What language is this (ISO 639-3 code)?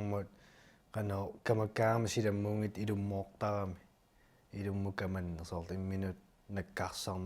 kal